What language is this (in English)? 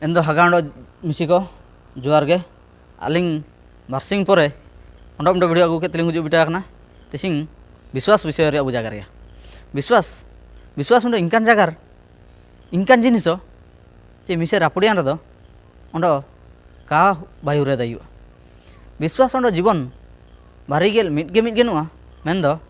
Ho